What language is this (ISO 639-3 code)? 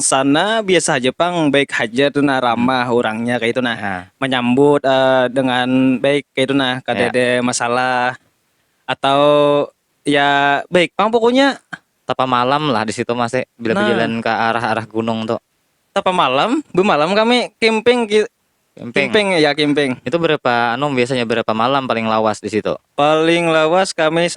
bjn